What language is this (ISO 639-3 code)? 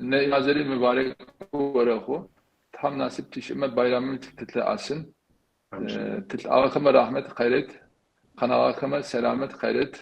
kbd